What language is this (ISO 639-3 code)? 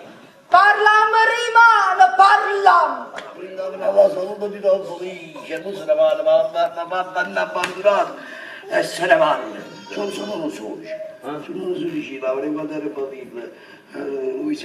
nap